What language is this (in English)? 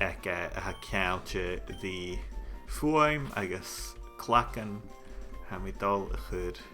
Scottish Gaelic